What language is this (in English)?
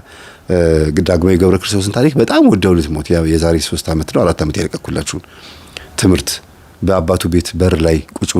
Amharic